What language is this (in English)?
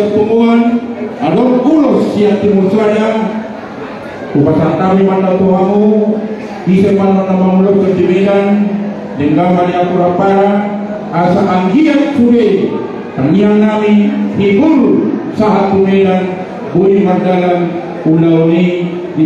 Batak Toba